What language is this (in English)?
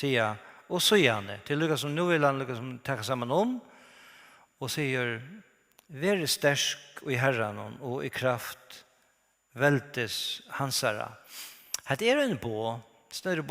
Faroese